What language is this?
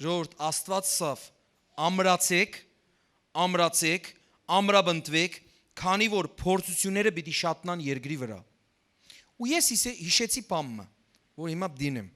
Western Armenian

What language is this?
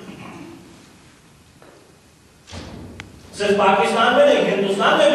Urdu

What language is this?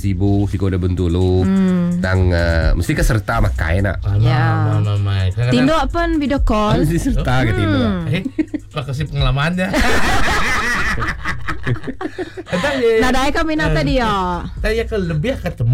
Iban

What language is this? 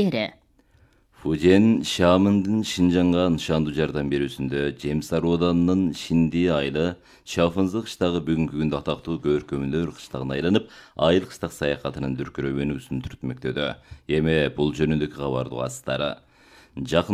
Kyrgyz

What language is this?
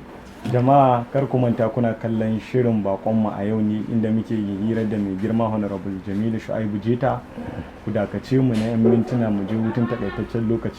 Hausa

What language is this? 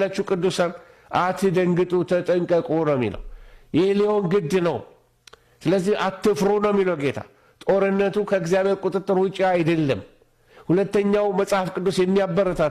Amharic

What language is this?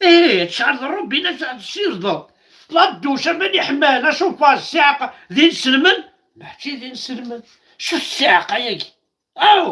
Kabyle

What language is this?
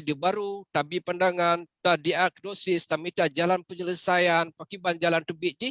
Achinese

